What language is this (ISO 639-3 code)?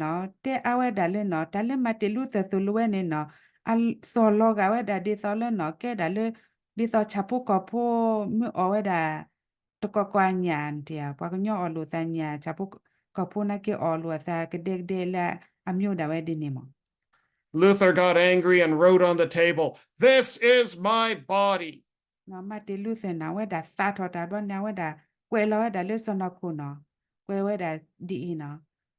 ksw